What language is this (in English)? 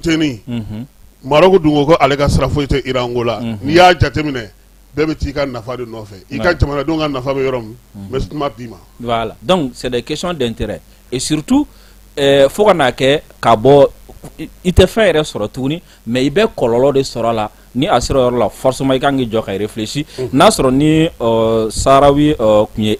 Bambara